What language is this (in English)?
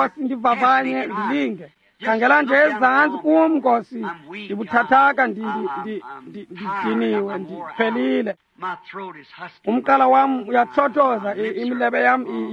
Xhosa